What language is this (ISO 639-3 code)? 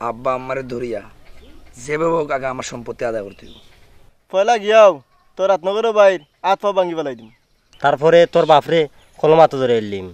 syl